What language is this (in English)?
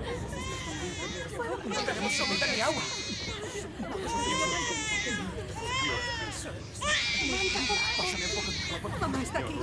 Spanish